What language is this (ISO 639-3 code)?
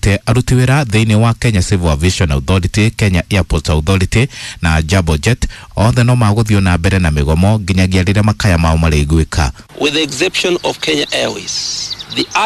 kik